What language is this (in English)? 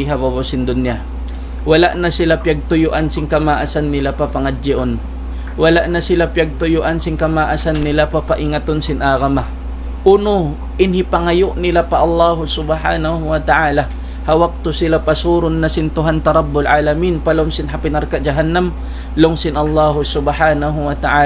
Tausug